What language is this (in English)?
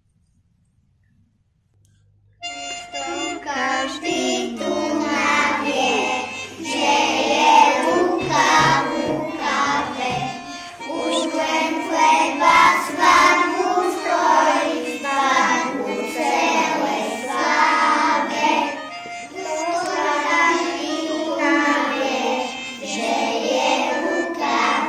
Slovak